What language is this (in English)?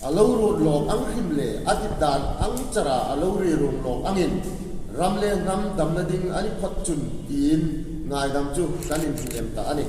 Hmar